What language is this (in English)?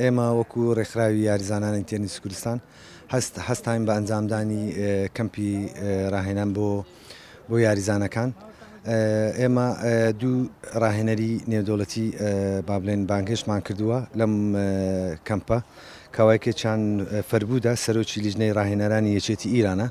Central Kurdish